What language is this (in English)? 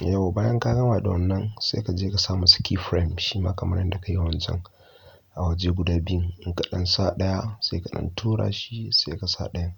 Hausa